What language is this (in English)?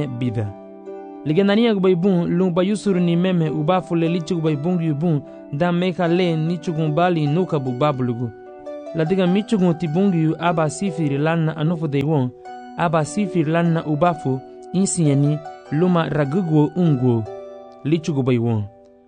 Garifuna